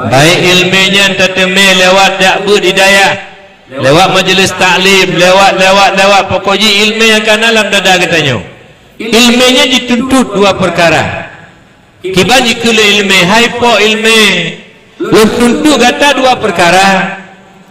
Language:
Achinese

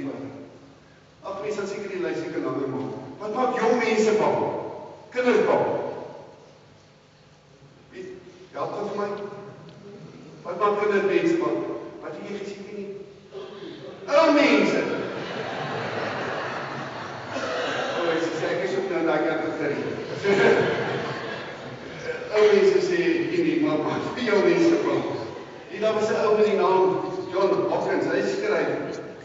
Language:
Afrikaans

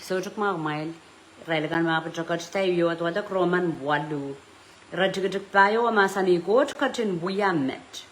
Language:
Pohnpeian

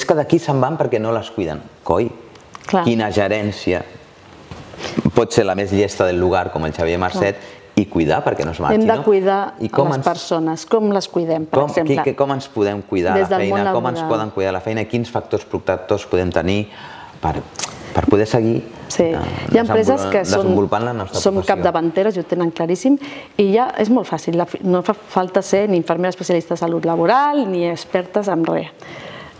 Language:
Catalan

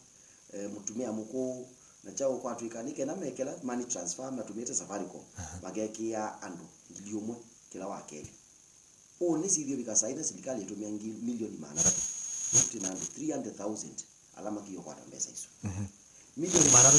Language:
Kamba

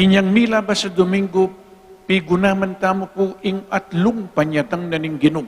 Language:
Pampanga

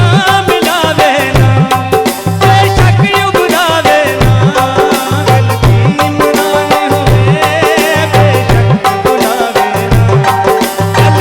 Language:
Saraiki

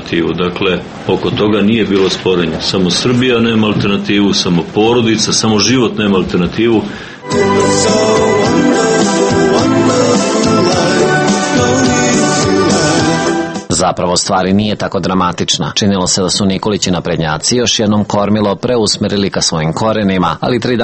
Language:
Serbian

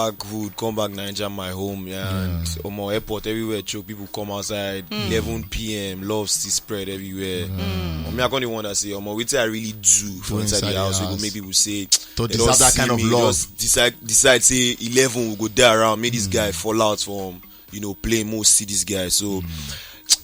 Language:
Nigerian Pidgin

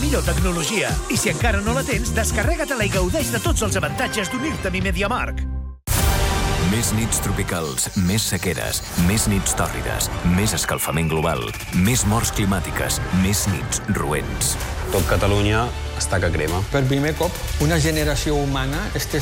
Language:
Catalan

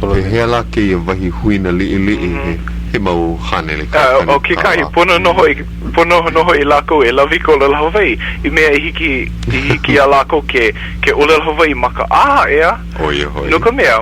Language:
Hawaiian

